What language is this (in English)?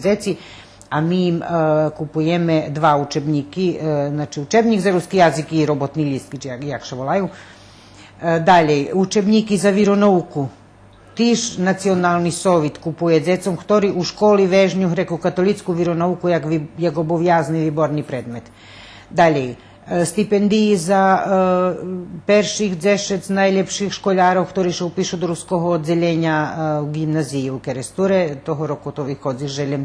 Rusyn